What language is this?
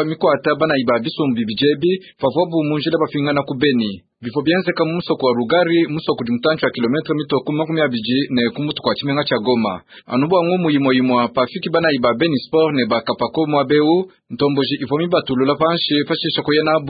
Luba-Lulua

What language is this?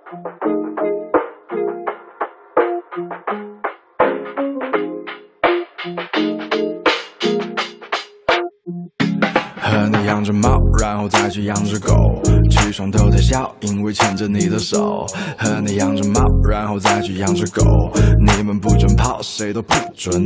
Chinese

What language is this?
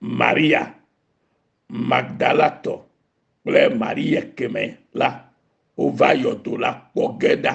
Ewe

